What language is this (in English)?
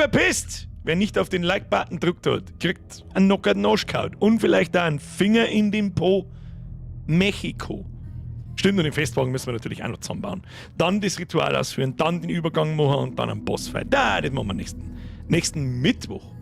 Bavarian